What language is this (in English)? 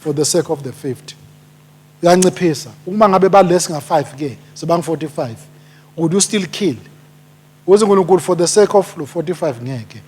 Swati